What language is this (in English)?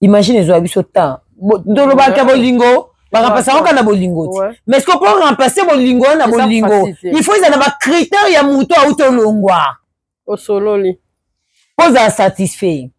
Lingala